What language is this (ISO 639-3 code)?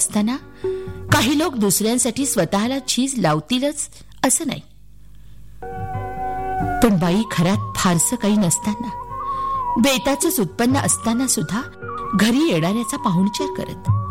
mar